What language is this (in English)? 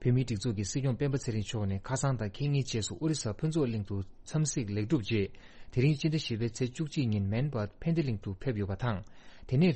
Tibetan